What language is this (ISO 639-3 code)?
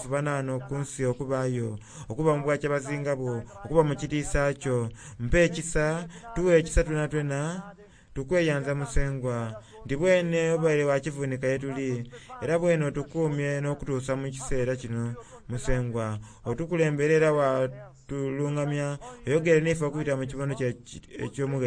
xog